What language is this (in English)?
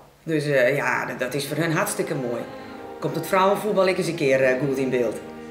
Western Frisian